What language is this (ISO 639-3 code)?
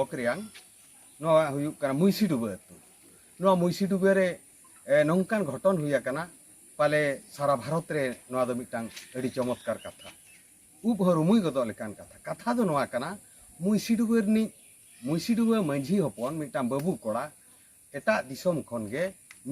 sat